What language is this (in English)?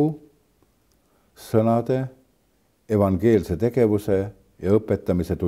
Estonian